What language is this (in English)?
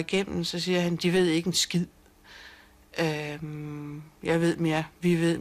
Danish